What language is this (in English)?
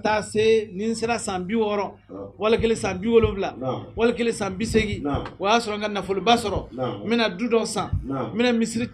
Bambara